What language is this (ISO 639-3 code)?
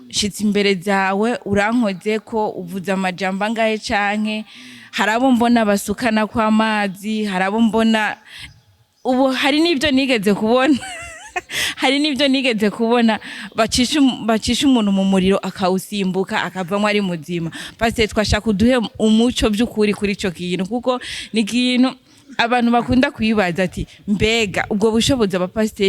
run